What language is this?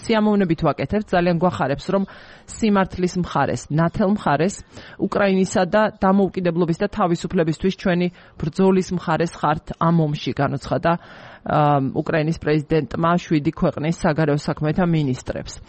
Georgian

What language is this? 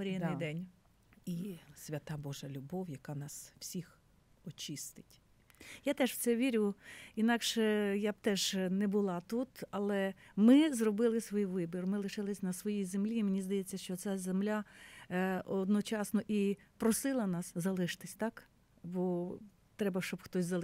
Ukrainian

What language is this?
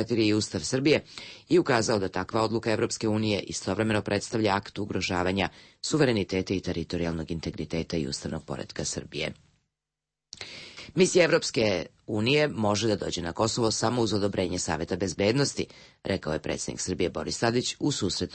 Serbian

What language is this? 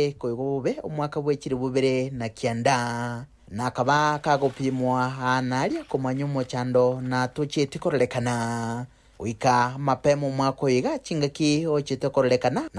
Gusii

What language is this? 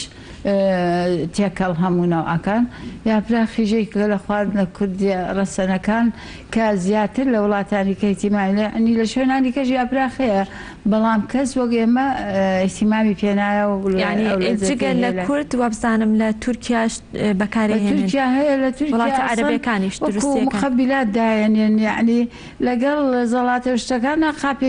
Central Kurdish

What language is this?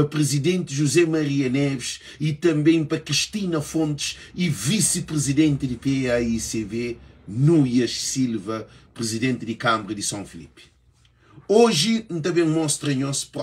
Kabuverdianu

